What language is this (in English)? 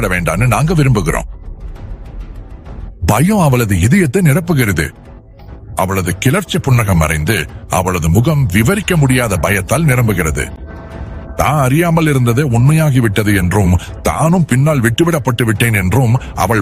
Tamil